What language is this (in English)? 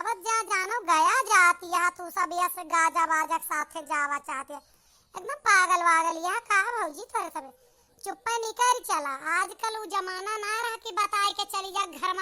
Awadhi